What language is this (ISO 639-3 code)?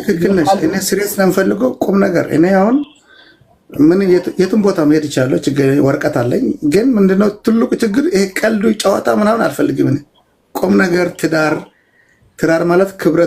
amh